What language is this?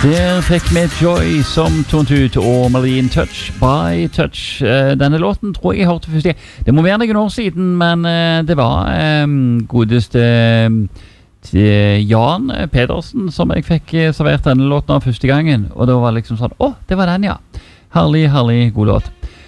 Norwegian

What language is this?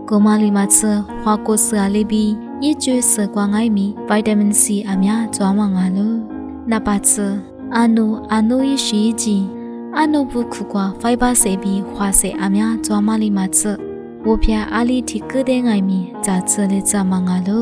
Lisu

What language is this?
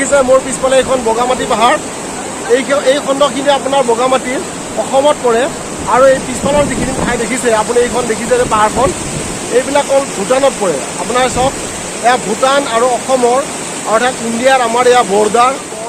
Assamese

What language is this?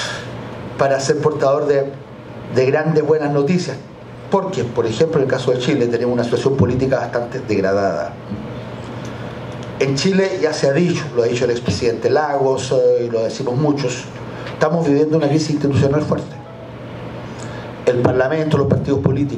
Spanish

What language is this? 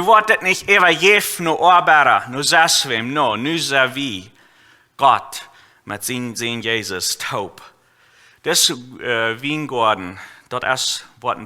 Plautdietsch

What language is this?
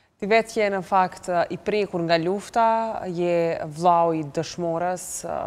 Albanian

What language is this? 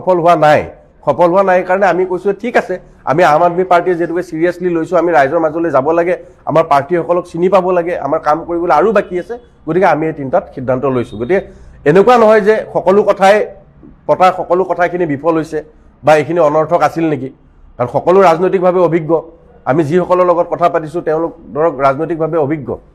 Assamese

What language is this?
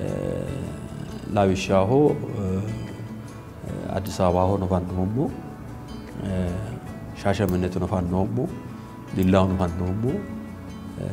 Sidamo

